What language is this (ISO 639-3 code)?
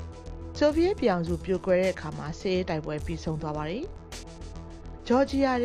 mya